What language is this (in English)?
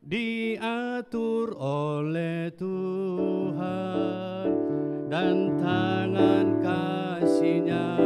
Batak Karo